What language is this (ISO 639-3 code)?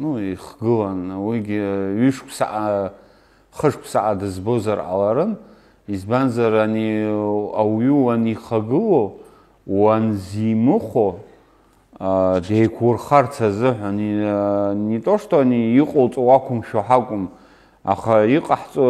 abk